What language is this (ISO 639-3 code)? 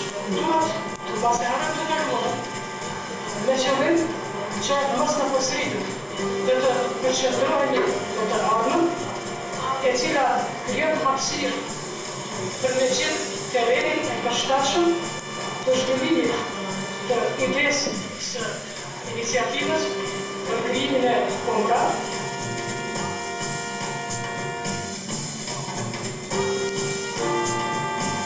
hrv